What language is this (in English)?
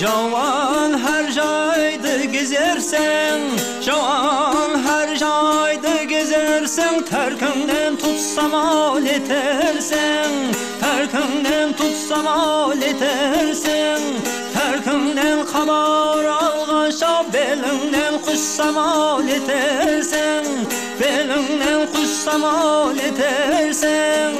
Kara-Kalpak